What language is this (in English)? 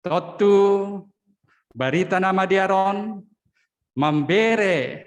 Batak Simalungun